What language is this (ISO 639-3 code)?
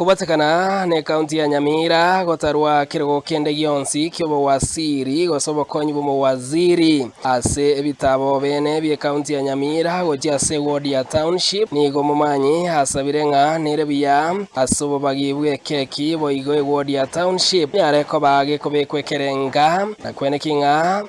guz